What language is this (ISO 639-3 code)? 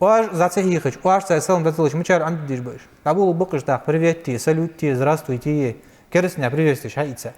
inh